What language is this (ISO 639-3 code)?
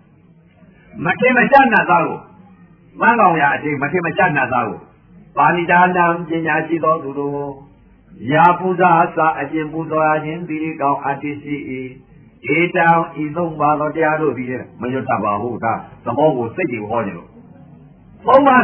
mya